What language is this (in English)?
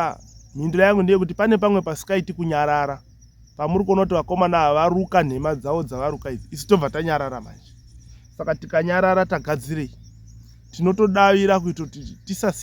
Shona